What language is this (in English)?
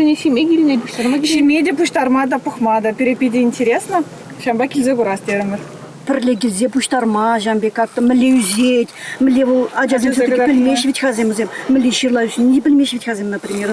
Chuvash